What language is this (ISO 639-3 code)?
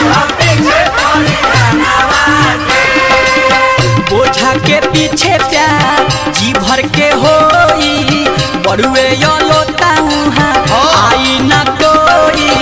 bho